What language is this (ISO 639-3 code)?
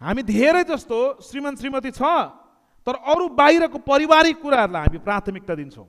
nep